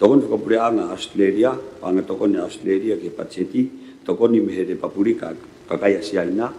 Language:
Tongan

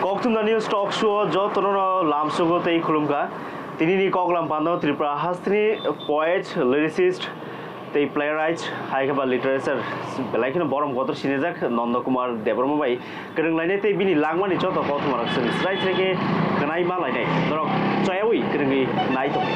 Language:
Kok Borok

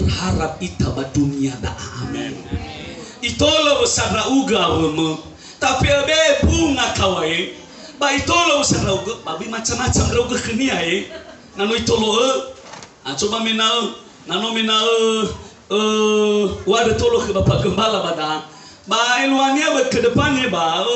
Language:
Nias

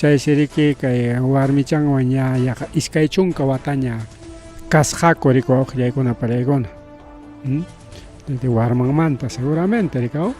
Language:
Ayacucho Quechua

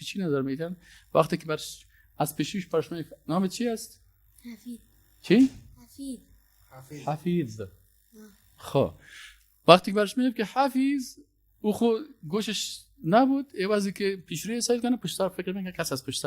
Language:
Persian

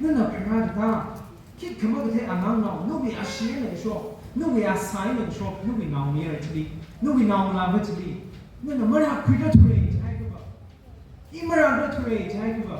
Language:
Tangkhul Naga (India)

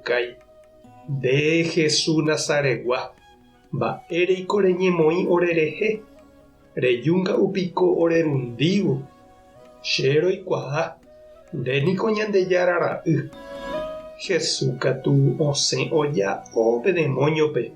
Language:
Guarani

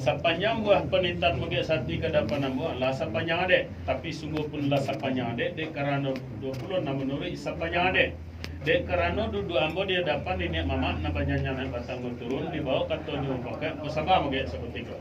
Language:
Minangkabau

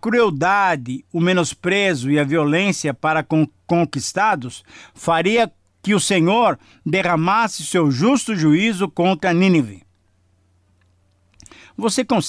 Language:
Portuguese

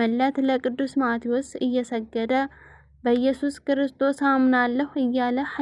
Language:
Amharic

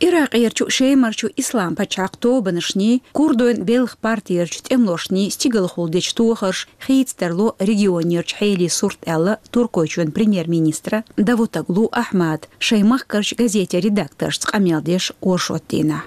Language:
Chechen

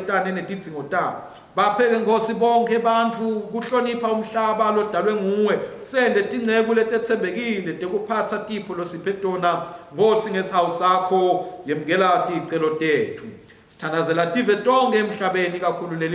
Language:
Swati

